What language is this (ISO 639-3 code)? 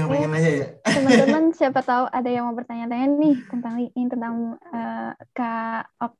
ind